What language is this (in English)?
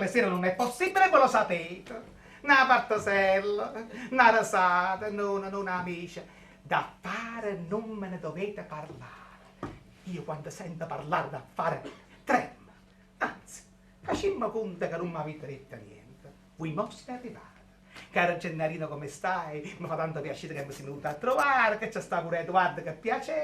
Neapolitan